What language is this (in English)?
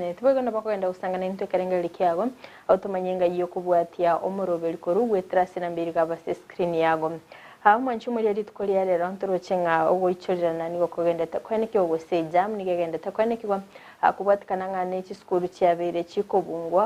Gusii